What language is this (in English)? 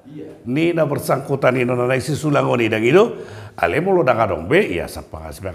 Batak Toba